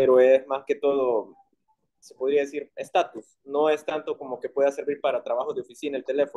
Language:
Spanish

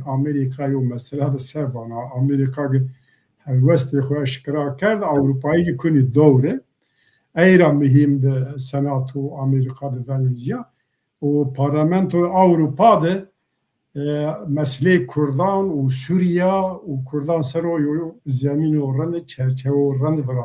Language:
Zaza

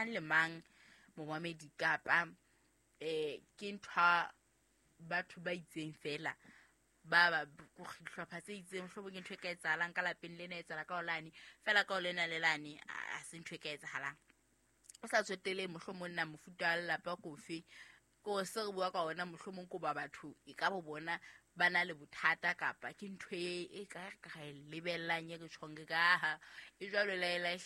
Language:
Southern Sotho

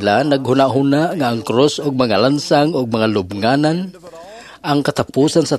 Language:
Cebuano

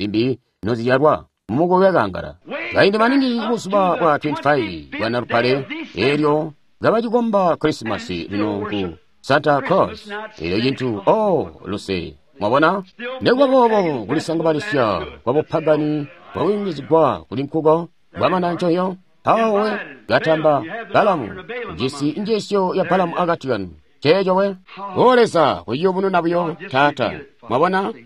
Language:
Tonga (Zambia)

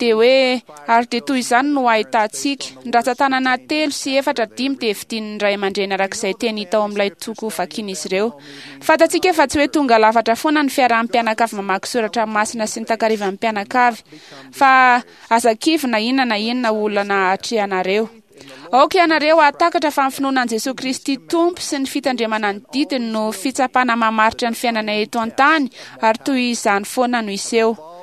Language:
Malagasy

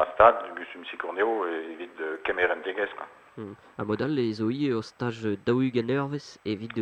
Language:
Breton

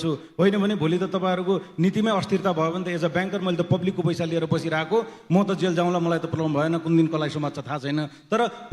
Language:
Nepali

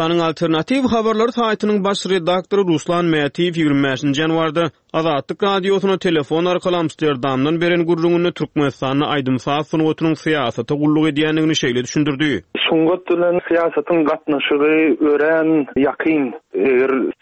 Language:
Turkmen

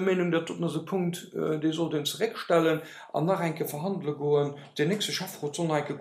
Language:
Luxembourgish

